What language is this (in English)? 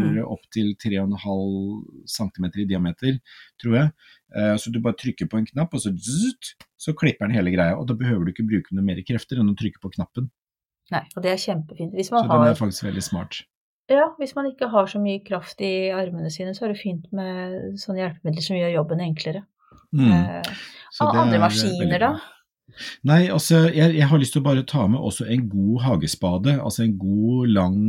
Norwegian